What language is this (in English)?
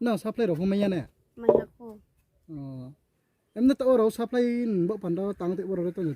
Riang (India)